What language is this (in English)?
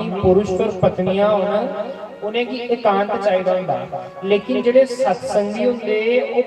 Dogri